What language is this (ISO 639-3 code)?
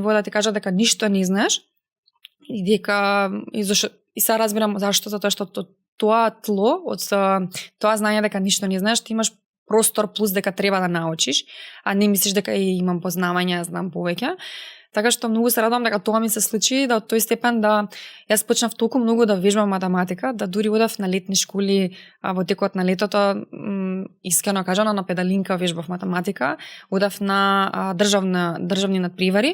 mkd